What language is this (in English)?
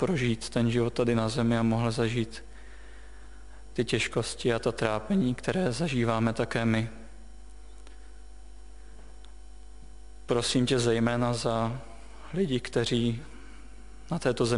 Czech